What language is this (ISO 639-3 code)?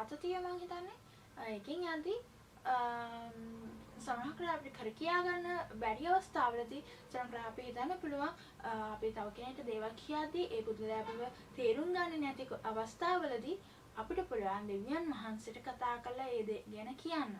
sin